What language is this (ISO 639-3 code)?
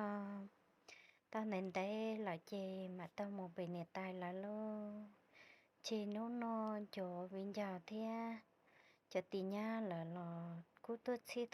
hmn